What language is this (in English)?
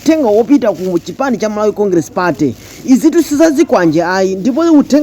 Nyanja